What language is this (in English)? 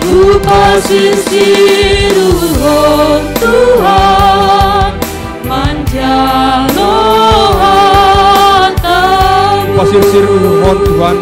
Batak Simalungun